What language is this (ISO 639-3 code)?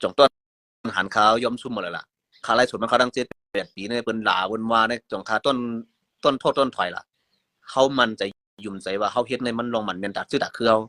shn